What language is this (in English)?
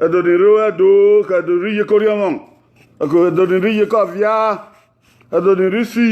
Bini